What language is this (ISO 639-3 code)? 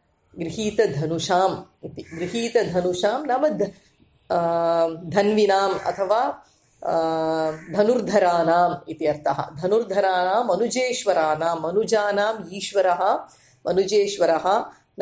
san